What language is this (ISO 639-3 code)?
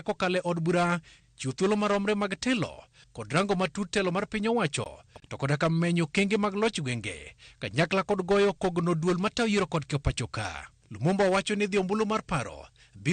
luo